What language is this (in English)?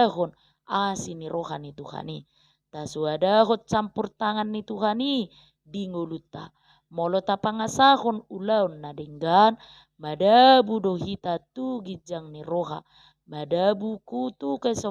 Batak Toba